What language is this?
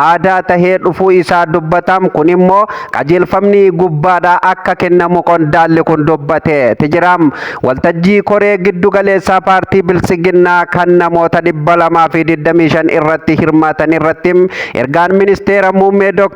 Oromo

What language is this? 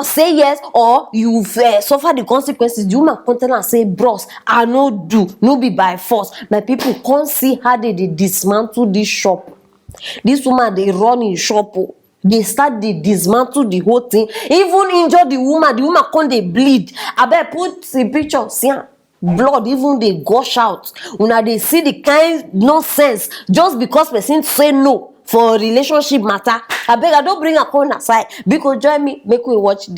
Nigerian Pidgin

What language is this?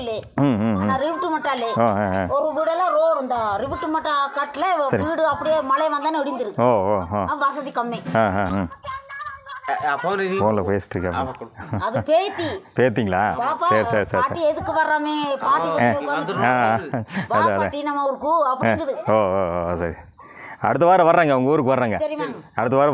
Tamil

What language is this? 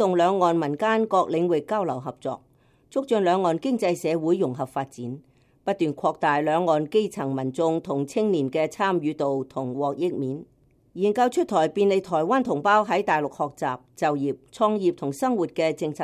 Cantonese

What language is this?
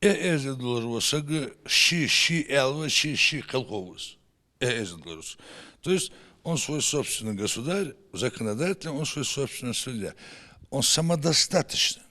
Ingush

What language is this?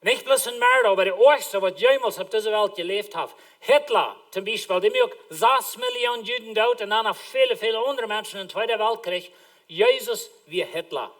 Plautdietsch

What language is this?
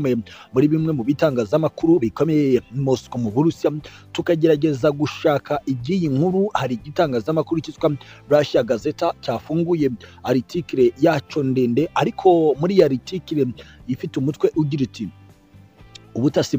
Kinyarwanda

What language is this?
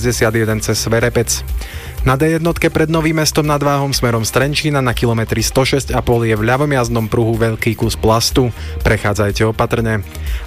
Slovak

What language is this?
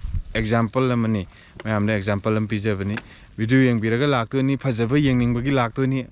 Manipuri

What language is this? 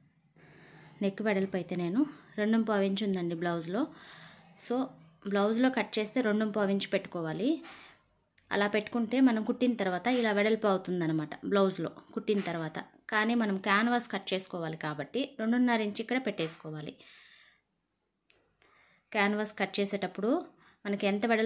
Telugu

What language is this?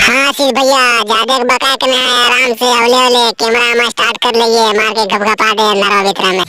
Magahi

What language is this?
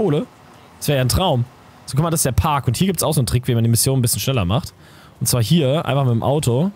German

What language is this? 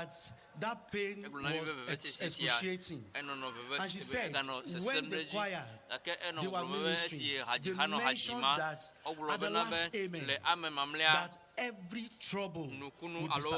Ewe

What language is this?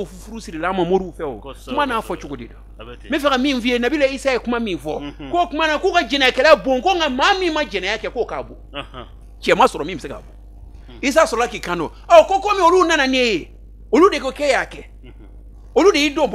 Bambara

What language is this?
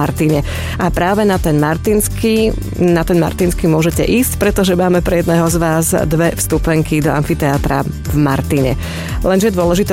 Slovak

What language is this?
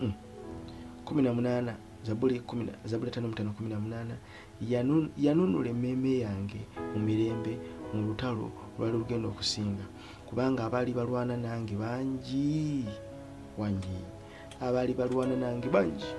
Ganda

